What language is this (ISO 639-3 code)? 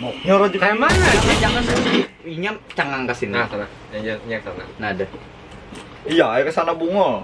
bjn